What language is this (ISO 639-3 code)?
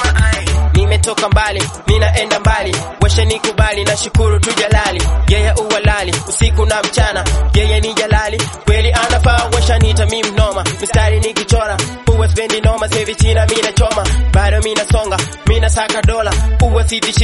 swa